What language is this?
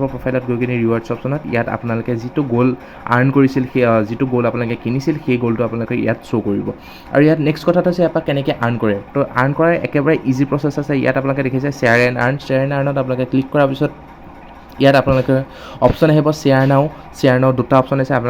Assamese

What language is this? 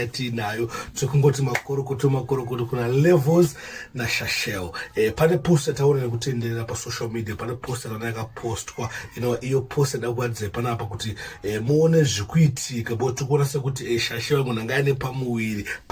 Shona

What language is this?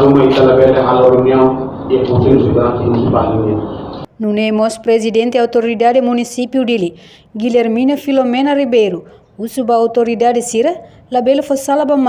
Tetum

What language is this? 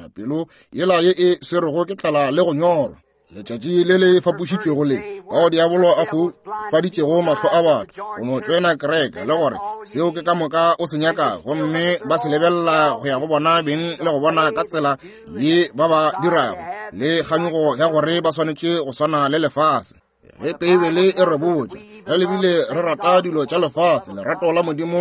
Northern Sotho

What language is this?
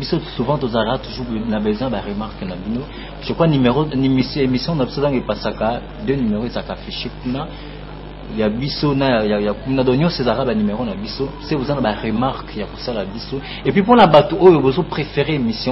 Lingala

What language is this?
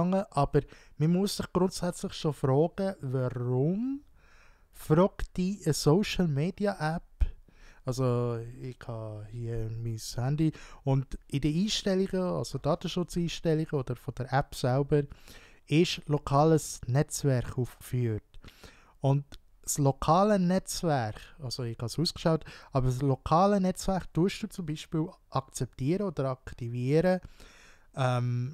Swiss German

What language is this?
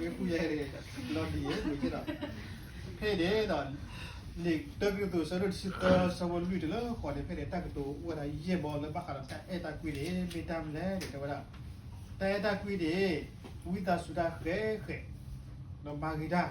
S'gaw Karen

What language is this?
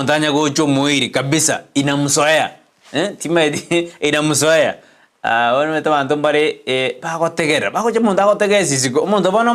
Gusii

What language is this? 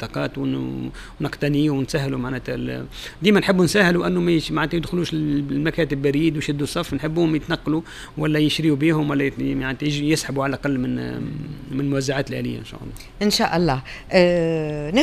Tunisian Arabic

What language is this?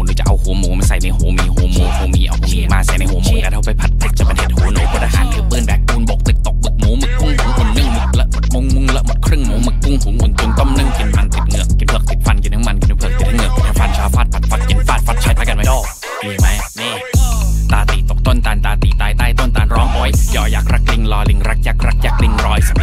Thai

